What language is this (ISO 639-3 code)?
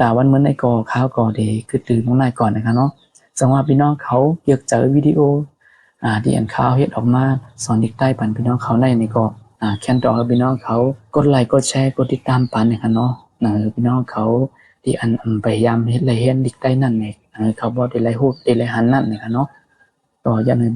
shn